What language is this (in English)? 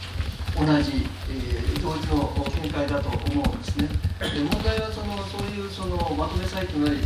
Japanese